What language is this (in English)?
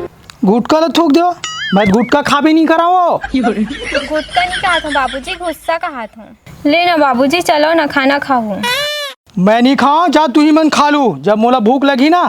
Chhattisgarhi